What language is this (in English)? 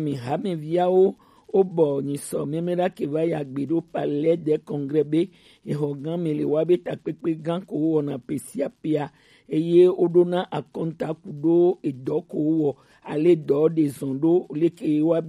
Gen